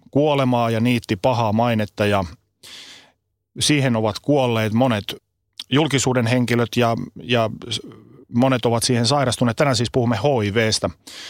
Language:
Finnish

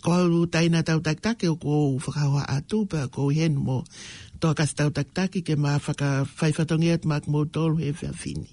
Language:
Tongan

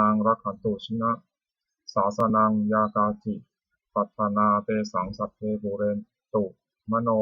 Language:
Pali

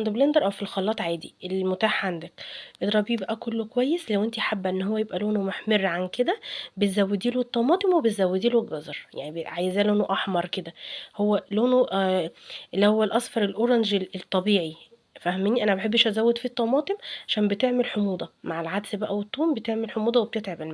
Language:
Egyptian Arabic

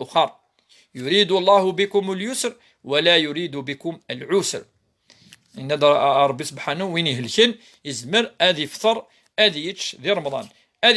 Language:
Kabyle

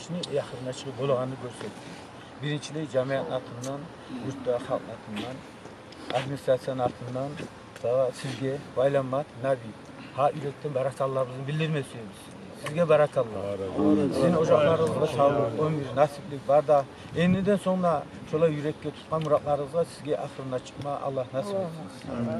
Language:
Kumyk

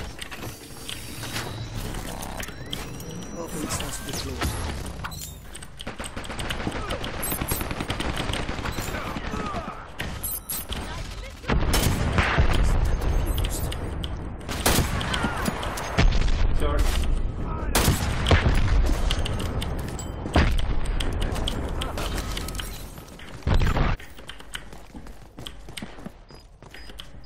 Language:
English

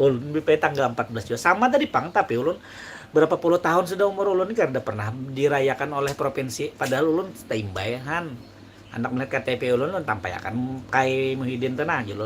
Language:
Banjar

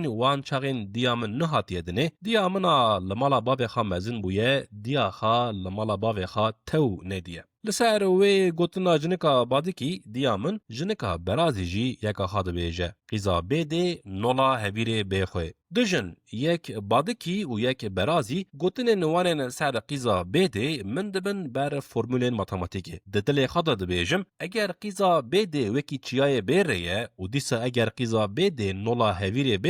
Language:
Kurdish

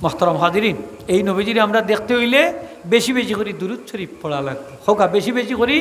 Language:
Sylheti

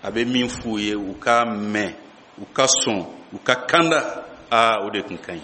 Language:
Bambara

